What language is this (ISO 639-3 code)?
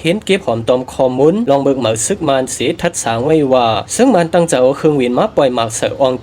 shn